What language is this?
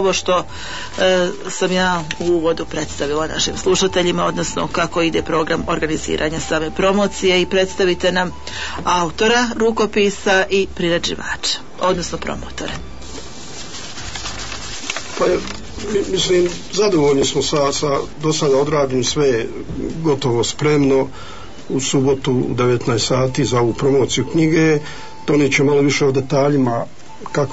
Bosnian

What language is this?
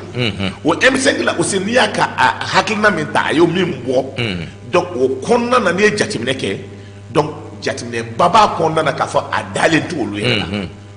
Bambara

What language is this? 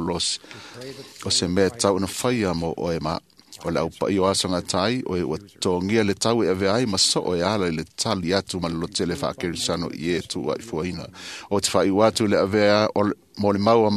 Samoan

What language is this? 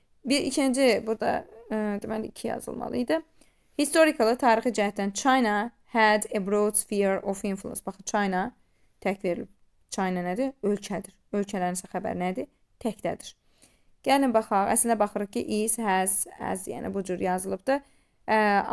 Azerbaijani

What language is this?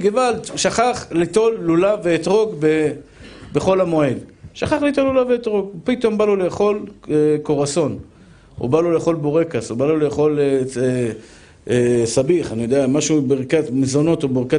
Hebrew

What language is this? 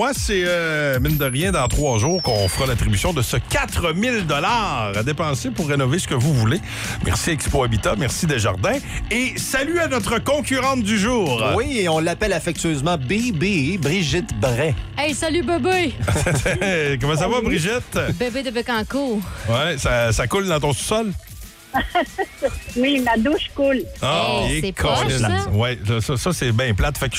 French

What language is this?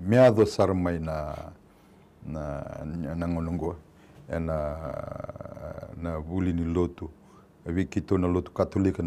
Fijian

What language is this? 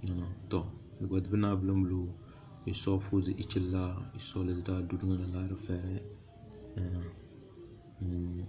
Tem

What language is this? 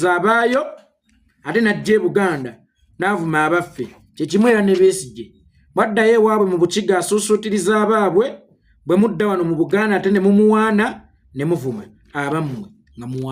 Ganda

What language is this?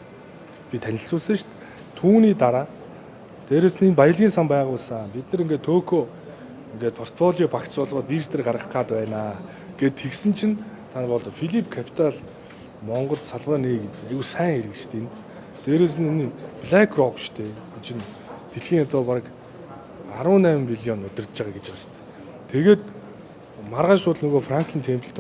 Mongolian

